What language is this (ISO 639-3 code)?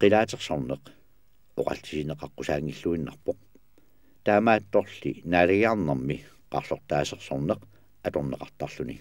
kal